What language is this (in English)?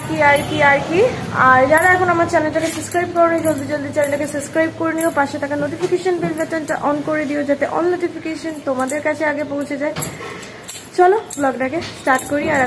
Bangla